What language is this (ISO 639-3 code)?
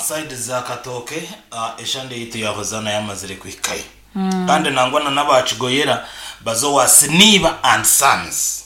nyn